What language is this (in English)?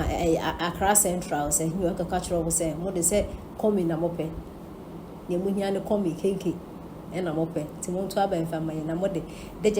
Akan